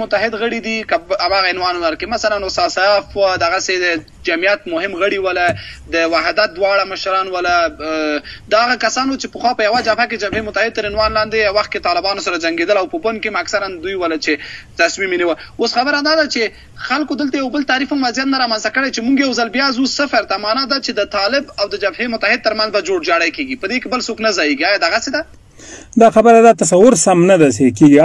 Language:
Pashto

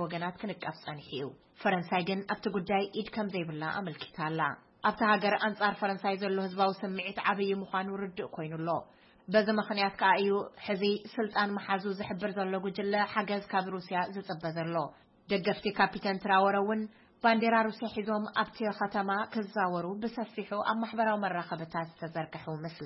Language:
Tigrinya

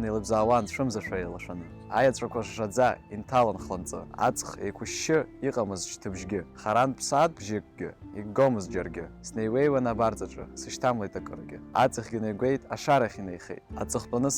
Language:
Abkhazian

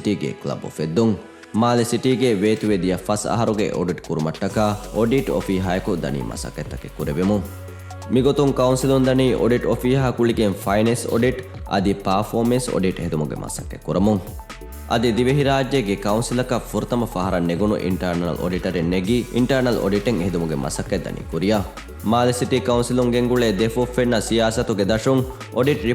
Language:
Divehi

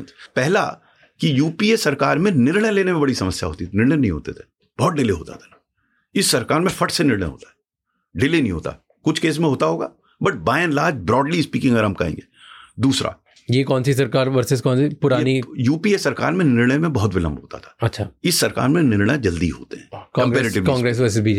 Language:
Hindi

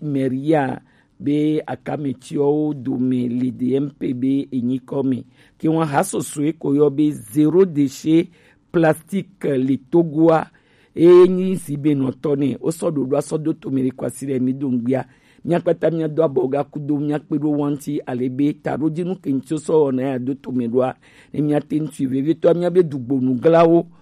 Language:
Gen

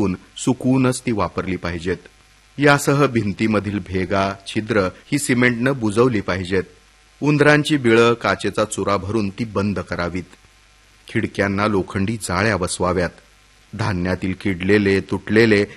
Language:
Marathi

